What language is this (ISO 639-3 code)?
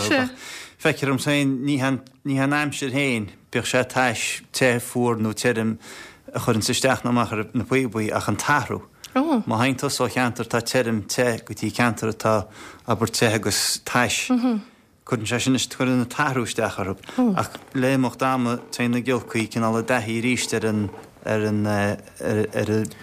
gle